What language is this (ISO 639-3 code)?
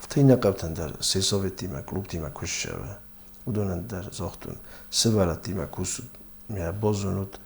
oss